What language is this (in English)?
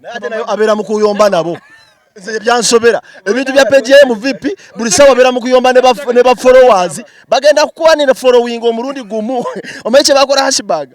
Nyankole